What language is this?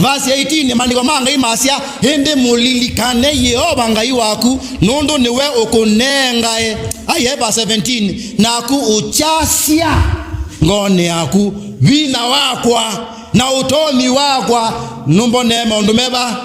Kamba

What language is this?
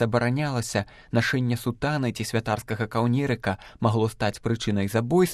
Belarusian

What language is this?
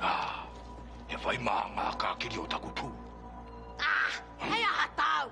Māori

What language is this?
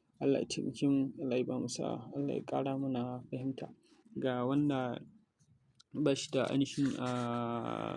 Hausa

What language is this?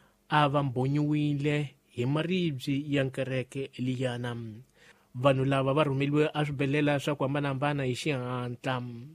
Tsonga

